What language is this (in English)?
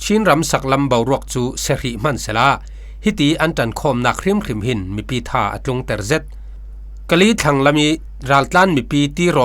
Falam Chin